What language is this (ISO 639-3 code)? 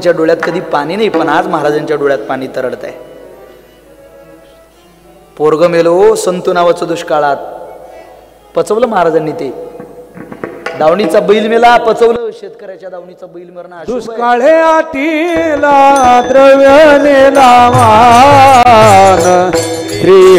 mar